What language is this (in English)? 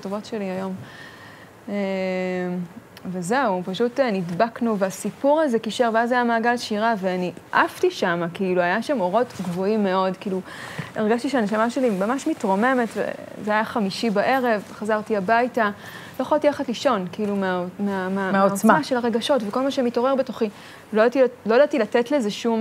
Hebrew